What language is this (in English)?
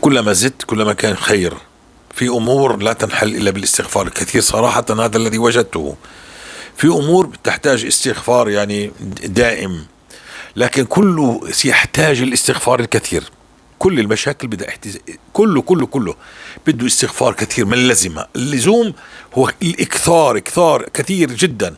North Levantine Arabic